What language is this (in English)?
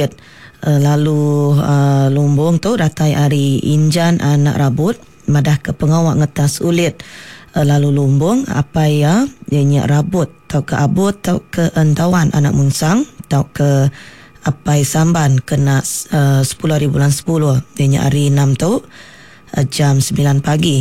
Iban